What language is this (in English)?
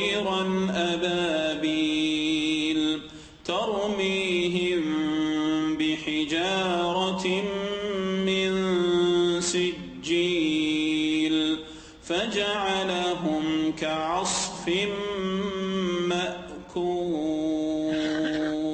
Arabic